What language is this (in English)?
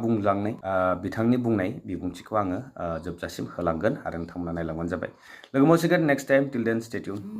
Bodo